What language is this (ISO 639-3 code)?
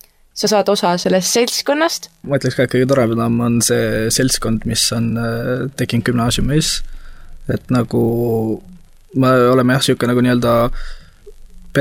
est